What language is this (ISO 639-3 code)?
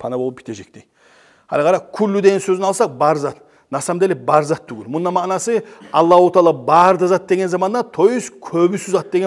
kum